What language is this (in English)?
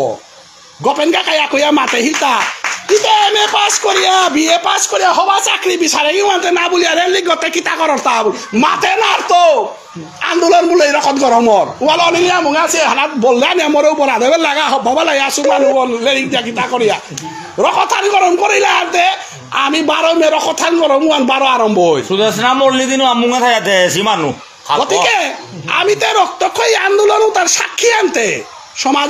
Bishnupriya